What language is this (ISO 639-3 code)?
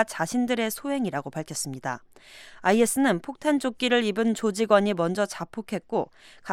kor